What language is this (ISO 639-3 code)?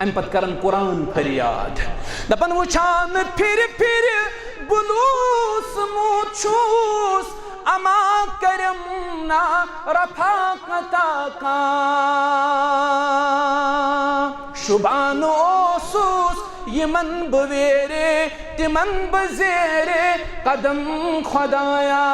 kas